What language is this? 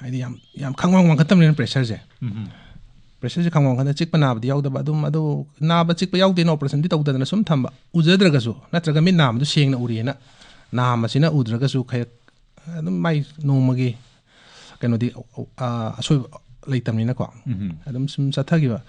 Manipuri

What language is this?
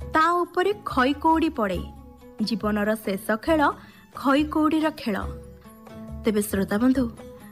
Odia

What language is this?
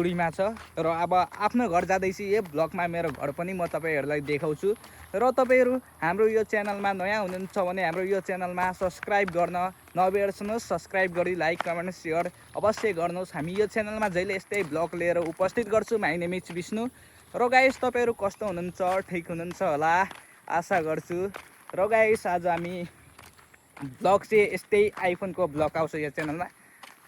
Nepali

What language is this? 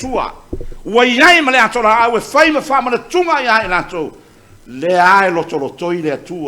Samoan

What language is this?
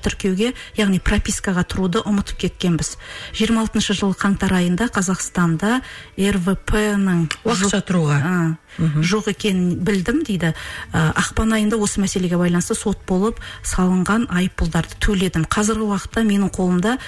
Kazakh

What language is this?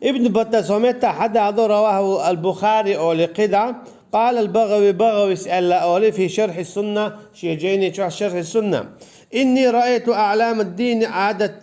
Chechen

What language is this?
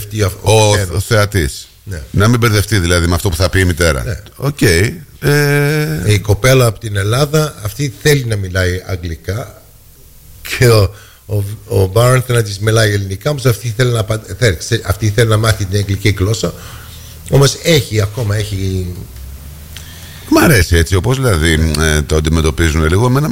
Greek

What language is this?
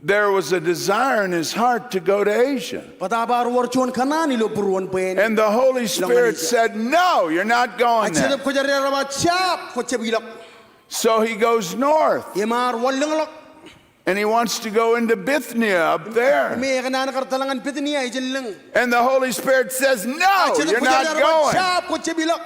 Marshallese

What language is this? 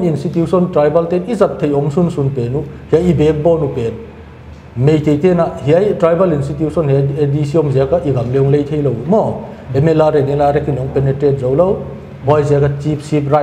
Paite Chin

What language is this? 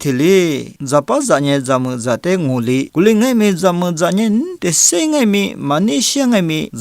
Lisu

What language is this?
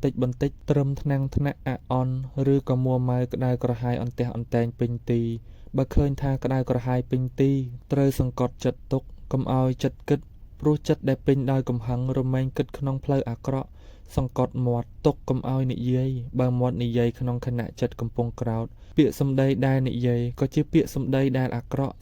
Khmer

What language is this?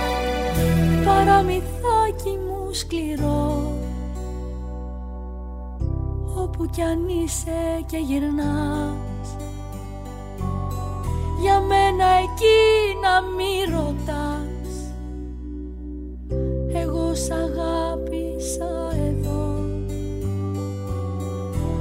Greek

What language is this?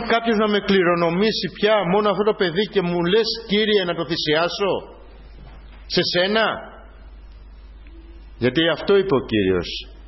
Greek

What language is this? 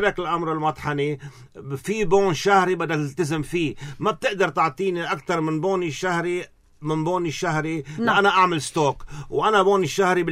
North Levantine Arabic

